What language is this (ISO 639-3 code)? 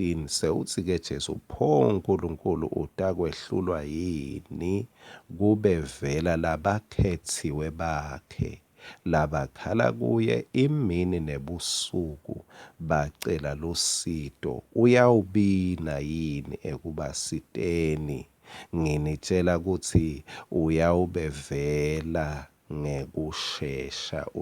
ssw